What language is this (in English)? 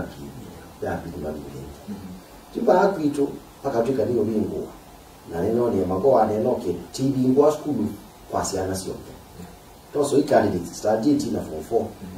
Kamba